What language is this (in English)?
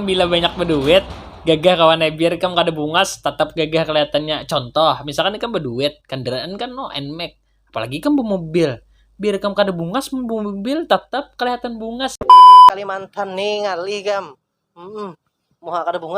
Banjar